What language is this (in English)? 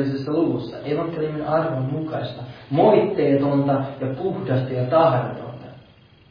Finnish